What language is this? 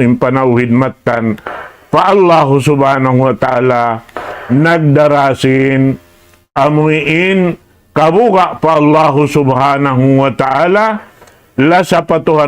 Tausug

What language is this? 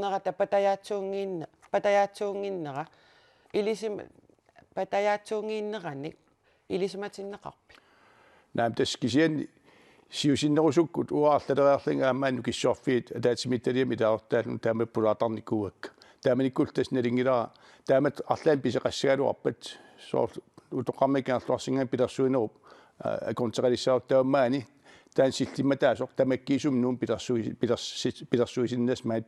Kalaallisut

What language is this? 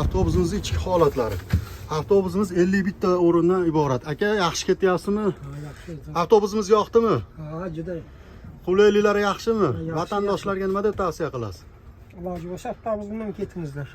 Uzbek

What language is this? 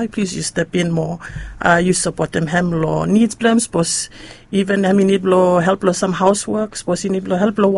Bislama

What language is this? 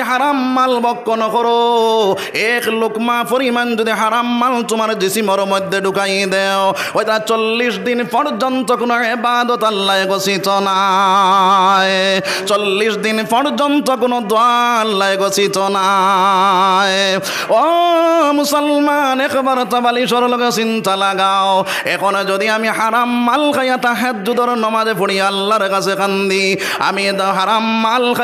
Sylheti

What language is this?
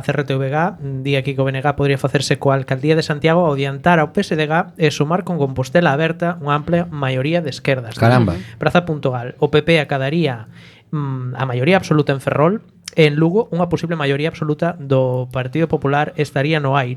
Galician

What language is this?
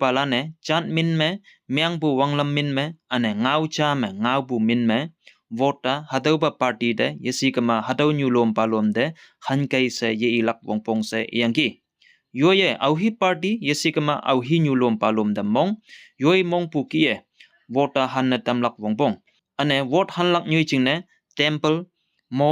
Konyak Naga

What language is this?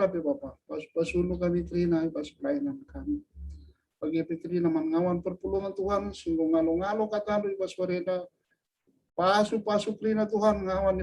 Batak Karo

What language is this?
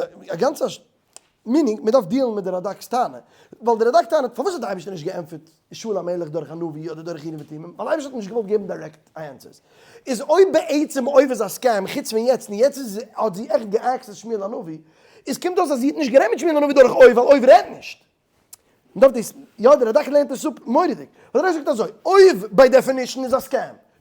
Yiddish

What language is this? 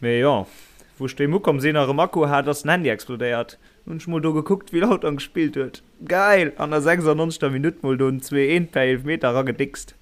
Luxembourgish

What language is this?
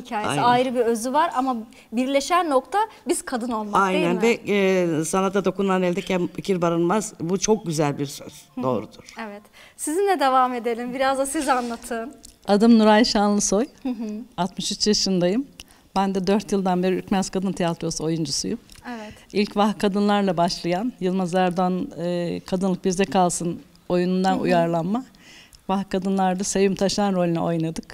Turkish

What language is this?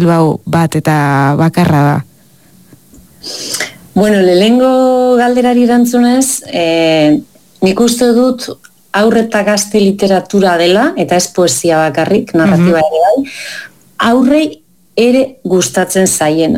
Basque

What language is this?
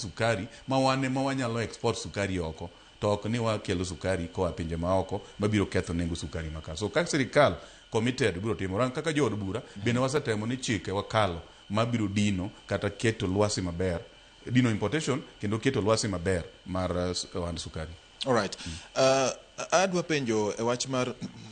Luo (Kenya and Tanzania)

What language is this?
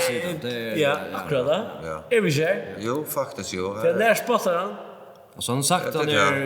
Faroese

